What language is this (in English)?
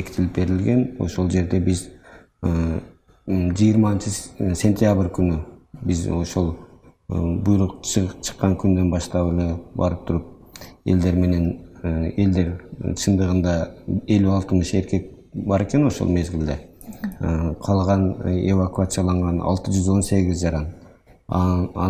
Kyrgyz